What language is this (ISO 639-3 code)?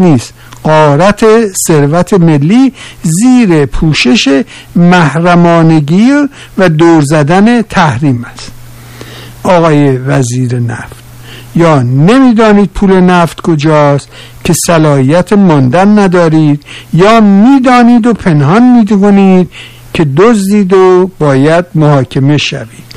fas